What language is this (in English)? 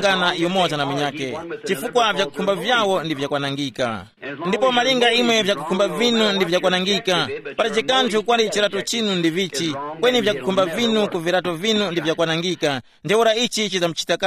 Tumbuka